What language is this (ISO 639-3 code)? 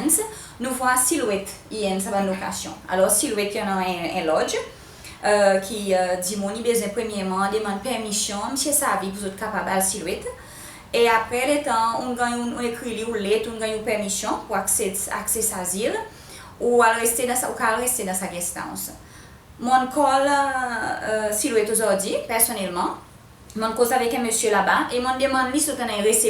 crs